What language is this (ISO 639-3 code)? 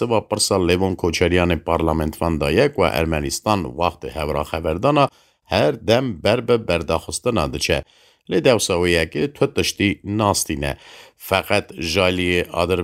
kur